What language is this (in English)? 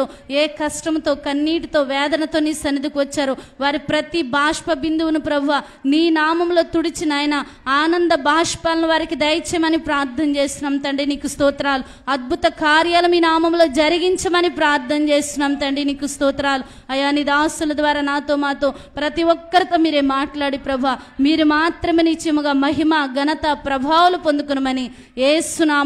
Telugu